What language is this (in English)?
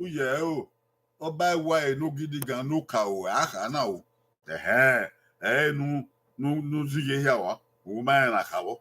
Bini